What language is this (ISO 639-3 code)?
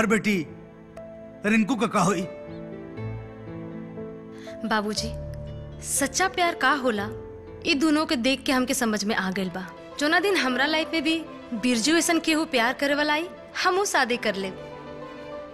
bho